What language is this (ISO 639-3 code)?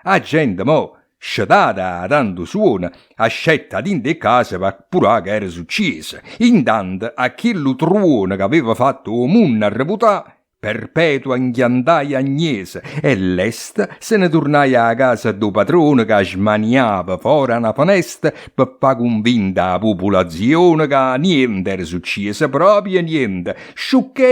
nap